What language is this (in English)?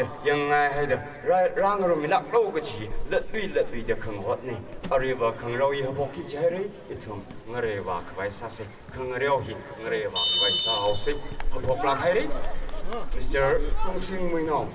Tangkhul Naga (India)